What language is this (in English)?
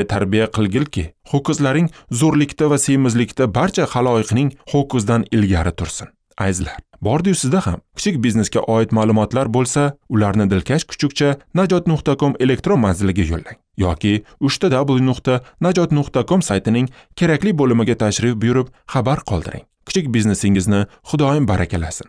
Uzbek